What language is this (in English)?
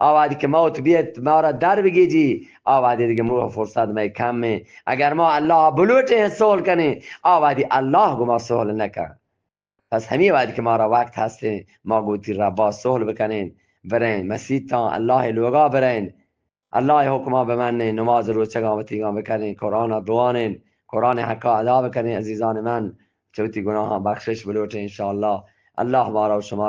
Eastern Balochi